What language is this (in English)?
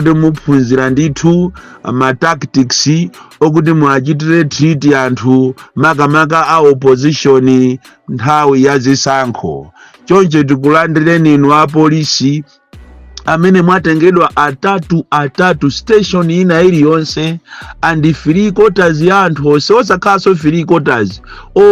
Nyanja